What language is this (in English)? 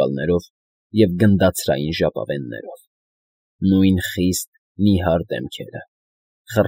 Armenian